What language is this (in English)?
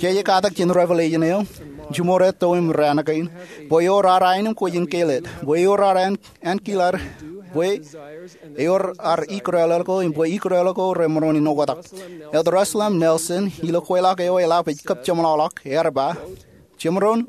Marshallese